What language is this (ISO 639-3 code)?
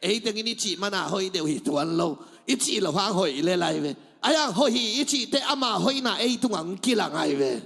ctd